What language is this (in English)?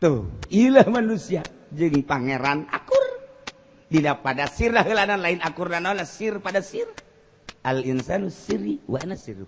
Sundanese